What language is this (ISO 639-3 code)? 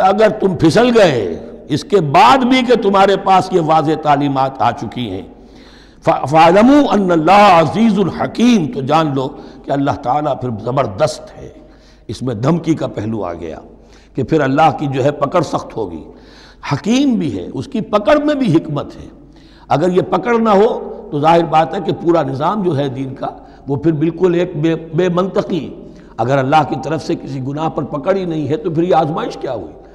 urd